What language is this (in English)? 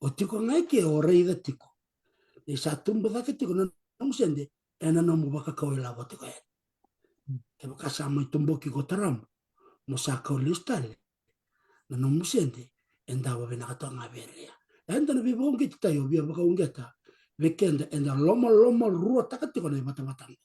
Fijian